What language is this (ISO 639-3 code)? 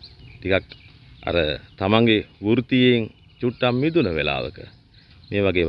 sin